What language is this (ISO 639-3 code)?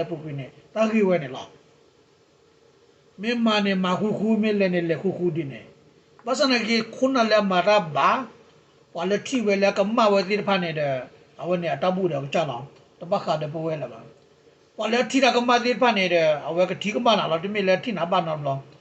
ksw